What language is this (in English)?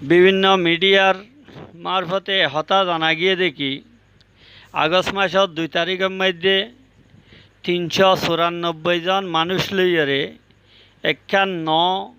Rohingya